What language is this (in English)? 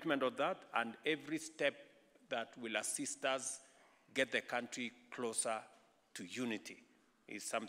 Meru